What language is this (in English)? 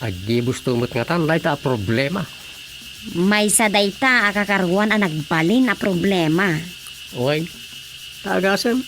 Iloko